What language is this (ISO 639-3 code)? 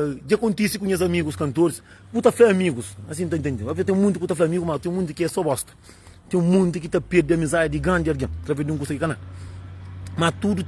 kea